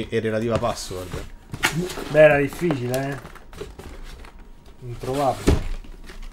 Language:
Italian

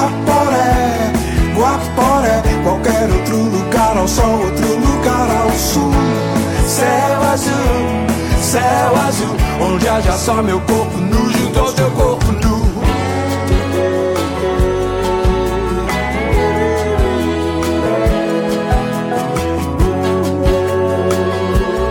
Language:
Portuguese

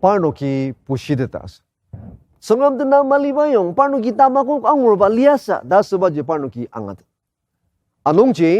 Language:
Ao Naga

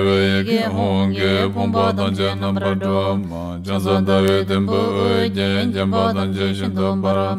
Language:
Tibetan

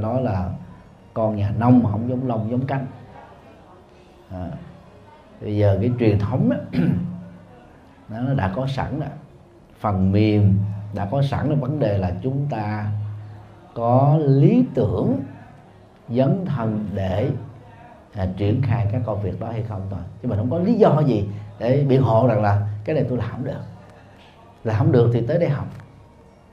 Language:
Vietnamese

